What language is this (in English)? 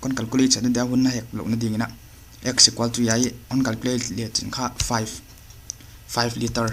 Paite Chin